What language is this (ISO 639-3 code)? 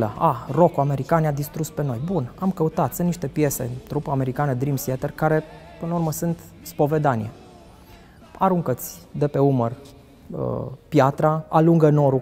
ron